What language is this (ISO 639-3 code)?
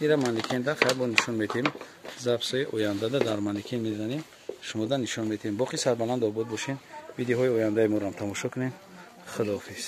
tgk